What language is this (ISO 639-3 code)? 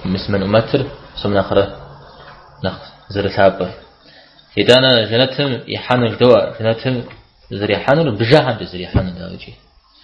kbd